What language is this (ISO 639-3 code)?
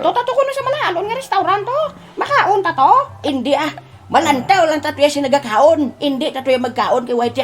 hil